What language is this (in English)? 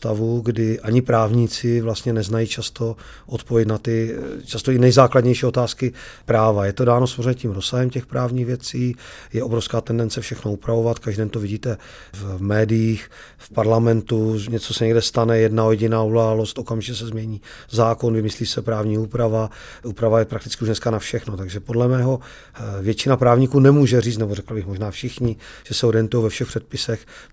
Czech